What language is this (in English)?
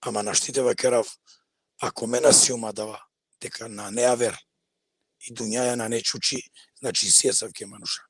Balkan Romani